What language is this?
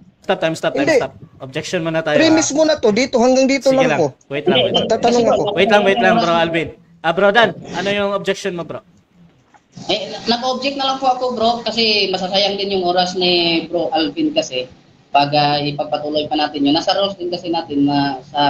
Filipino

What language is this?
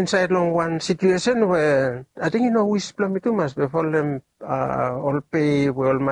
Bislama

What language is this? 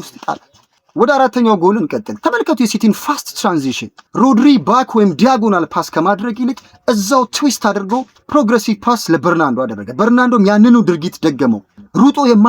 Amharic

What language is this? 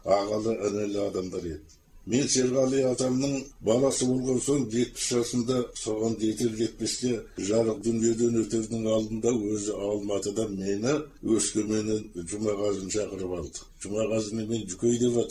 Kazakh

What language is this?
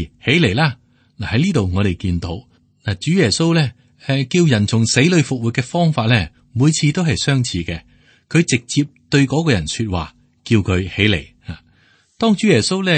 Cantonese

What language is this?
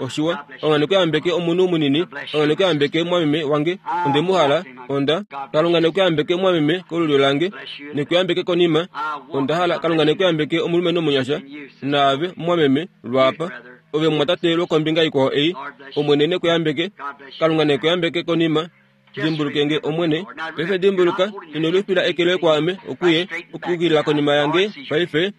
Kuanyama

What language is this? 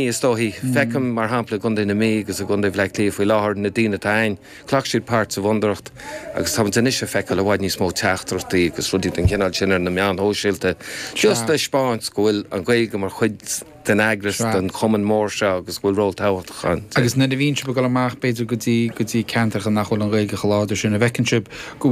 Irish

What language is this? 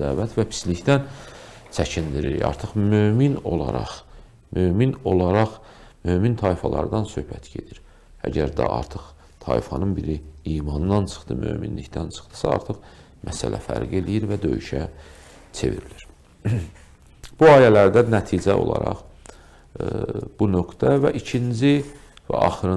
Azerbaijani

